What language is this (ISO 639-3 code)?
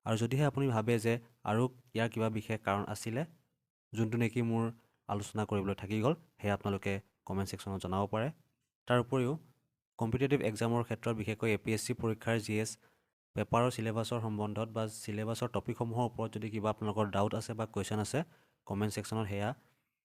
asm